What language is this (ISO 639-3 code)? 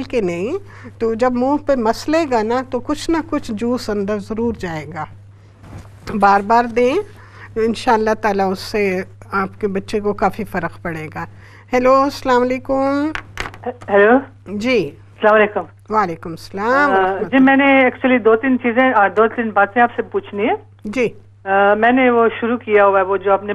urd